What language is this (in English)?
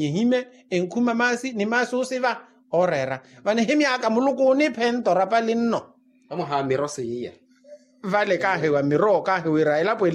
Makhuwa